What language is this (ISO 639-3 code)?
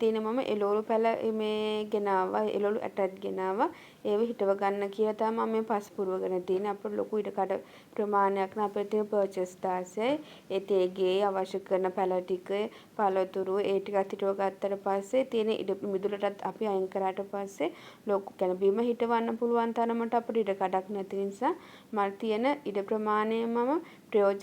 sin